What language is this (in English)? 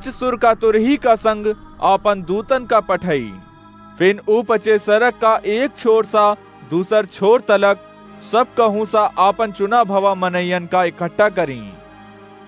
Awadhi